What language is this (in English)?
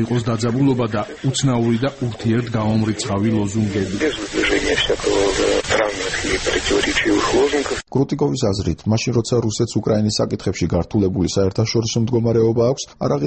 Georgian